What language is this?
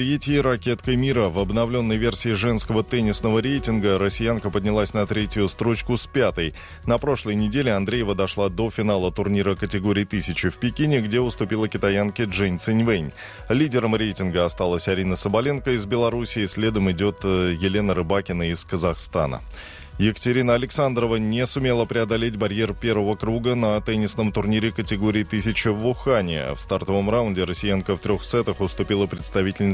Russian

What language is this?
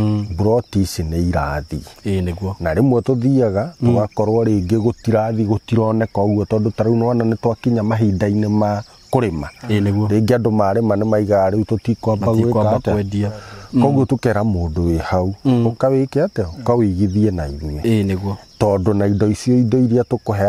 Kikuyu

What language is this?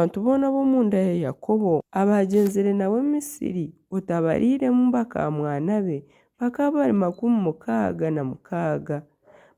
Nyankole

